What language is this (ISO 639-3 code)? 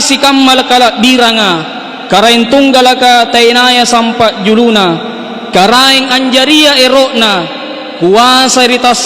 mak